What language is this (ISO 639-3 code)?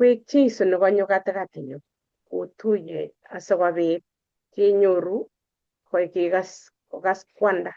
kln